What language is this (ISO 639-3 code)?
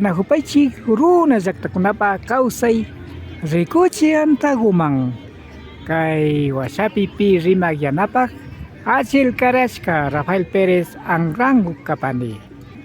qvi